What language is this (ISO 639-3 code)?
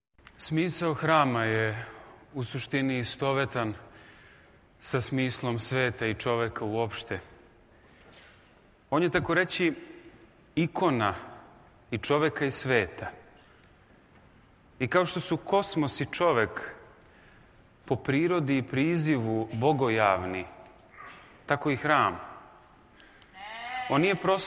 srp